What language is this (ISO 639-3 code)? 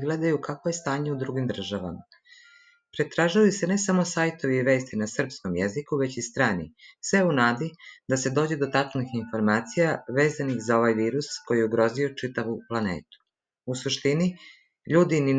srp